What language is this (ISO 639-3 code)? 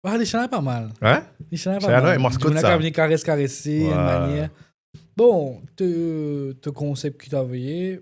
mfe